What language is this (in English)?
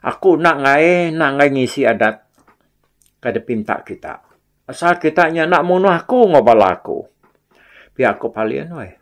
Iban